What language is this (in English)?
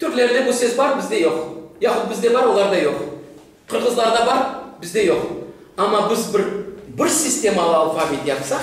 Crimean Tatar